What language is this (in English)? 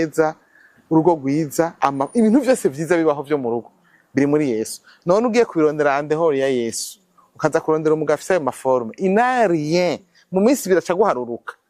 Rundi